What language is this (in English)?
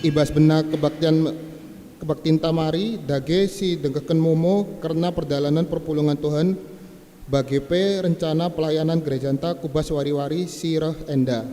Batak Karo